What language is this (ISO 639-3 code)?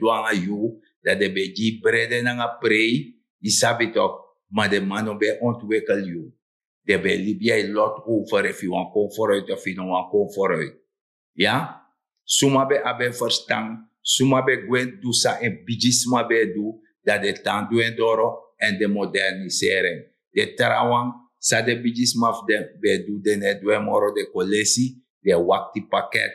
srn